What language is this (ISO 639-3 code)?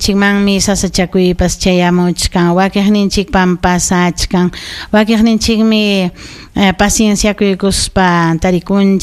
quy